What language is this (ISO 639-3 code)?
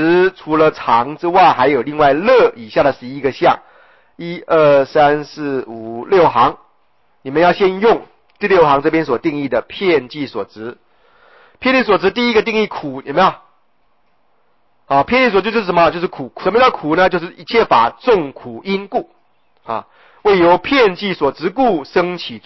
zho